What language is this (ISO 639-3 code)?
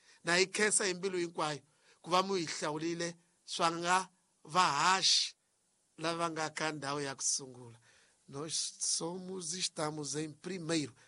tso